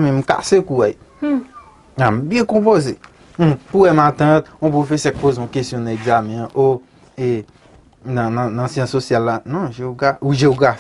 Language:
Haitian Creole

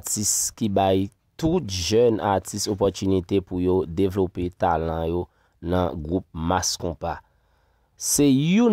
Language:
Haitian Creole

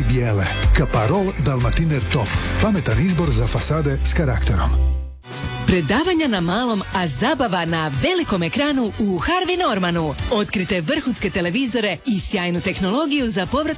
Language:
Croatian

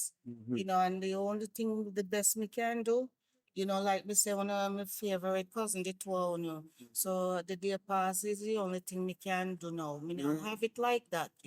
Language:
Jamaican Creole English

